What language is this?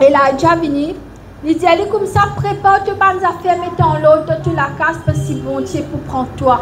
Morisyen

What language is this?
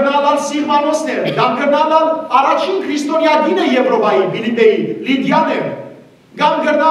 Western Armenian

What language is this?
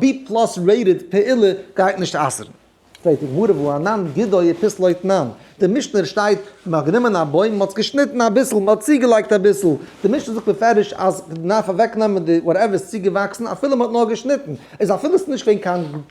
Yiddish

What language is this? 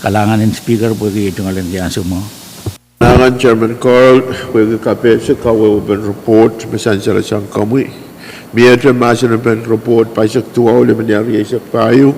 Pohnpeian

